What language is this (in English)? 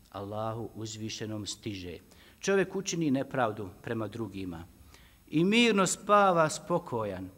Bosnian